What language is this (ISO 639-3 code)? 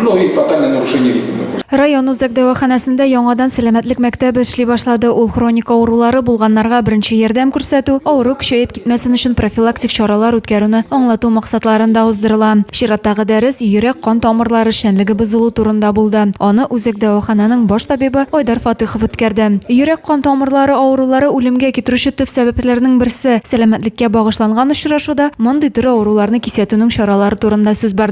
tat